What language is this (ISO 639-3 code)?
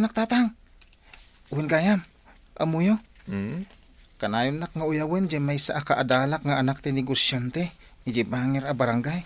ilo